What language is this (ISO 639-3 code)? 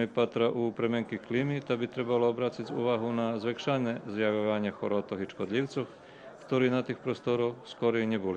rue